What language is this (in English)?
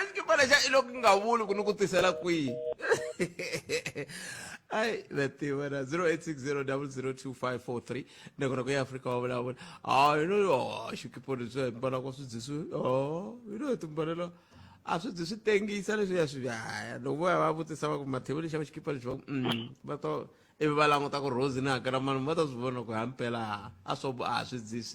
Tsonga